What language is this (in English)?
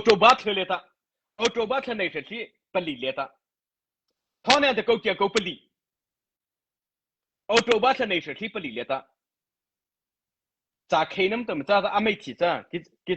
Mara Chin